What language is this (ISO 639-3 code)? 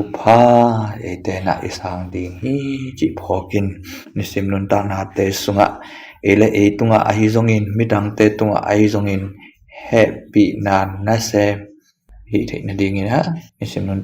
ctd